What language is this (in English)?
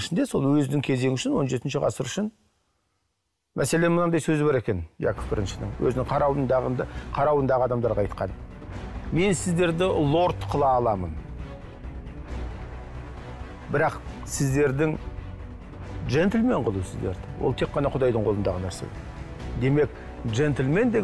Kazakh